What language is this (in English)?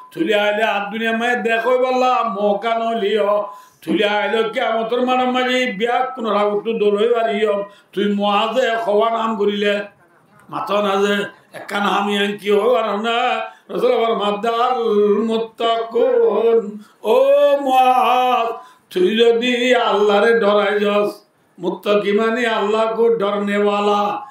Rohingya